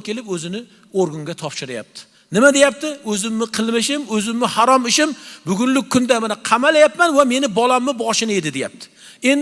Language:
Uzbek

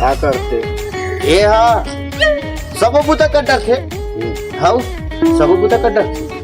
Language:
Chhattisgarhi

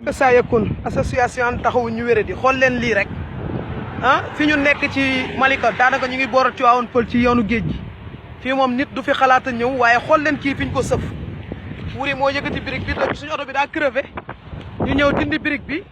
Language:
Wolof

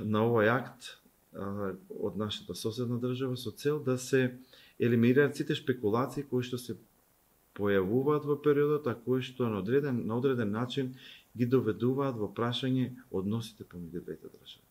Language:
Macedonian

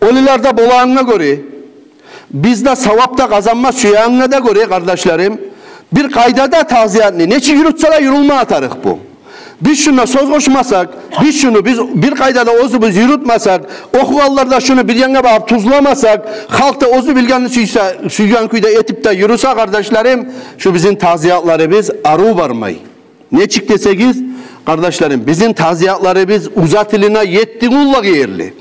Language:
Kumyk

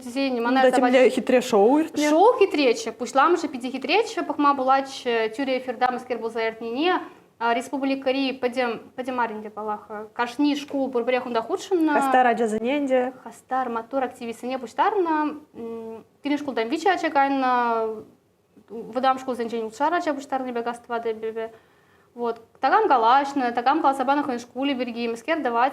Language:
Chuvash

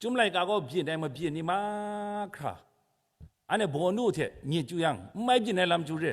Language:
Kachin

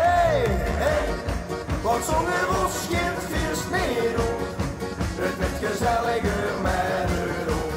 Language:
Limburgish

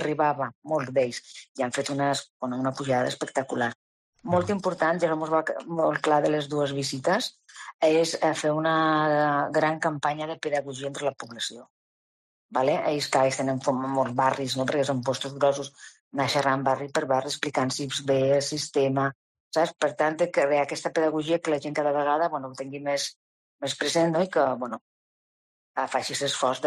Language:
Catalan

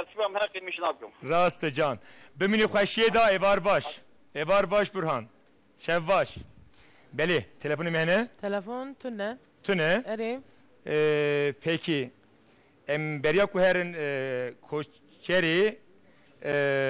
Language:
Kurdish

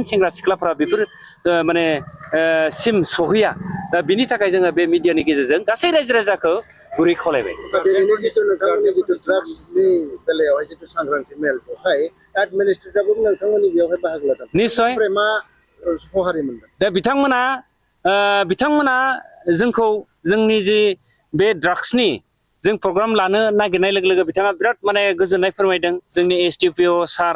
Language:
Bodo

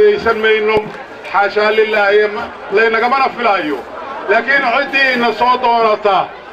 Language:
Somali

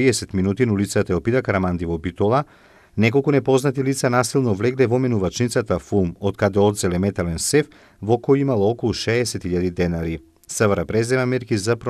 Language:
Macedonian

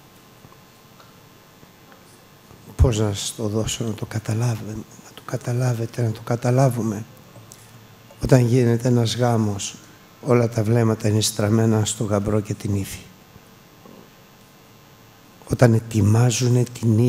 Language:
Greek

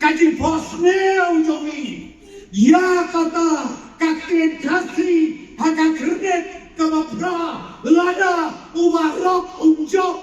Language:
Khasi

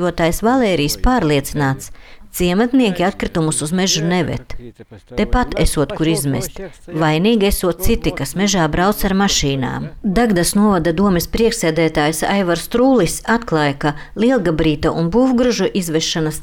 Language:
Latvian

